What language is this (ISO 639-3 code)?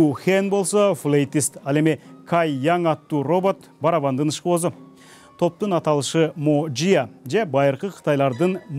kir